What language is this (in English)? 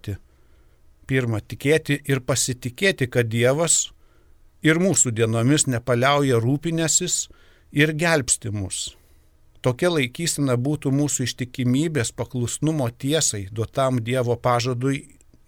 Lithuanian